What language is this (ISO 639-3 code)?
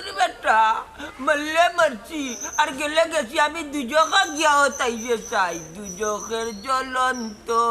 syl